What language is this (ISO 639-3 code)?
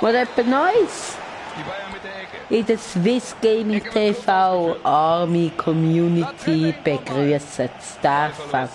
gsw